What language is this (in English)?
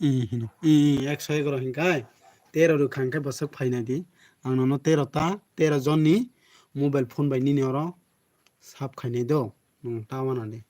Kok Borok